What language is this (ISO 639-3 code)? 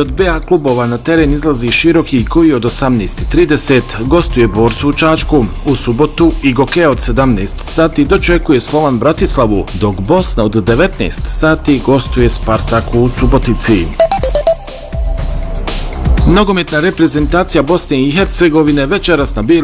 bos